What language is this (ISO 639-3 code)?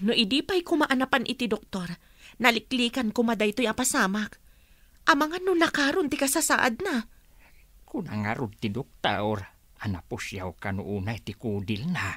ilo